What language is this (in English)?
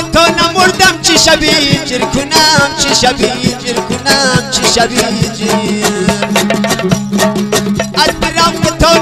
Persian